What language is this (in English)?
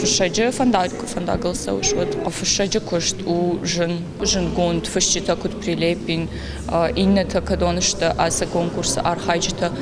Ossetic